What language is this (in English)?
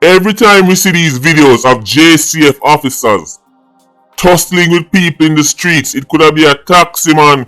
Jamaican Creole English